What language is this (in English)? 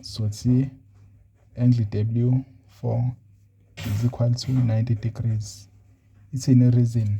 Zulu